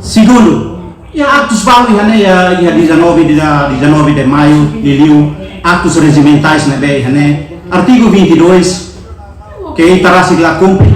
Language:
Tetum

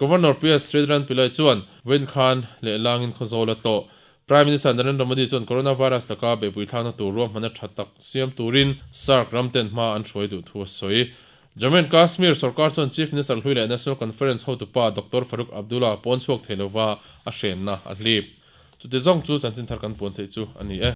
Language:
Mizo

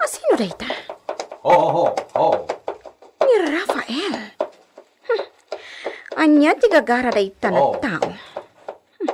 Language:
Iloko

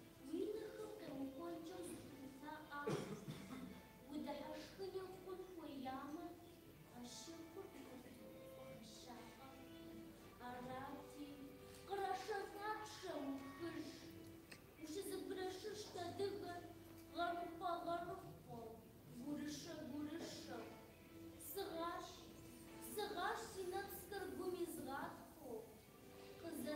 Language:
Kabardian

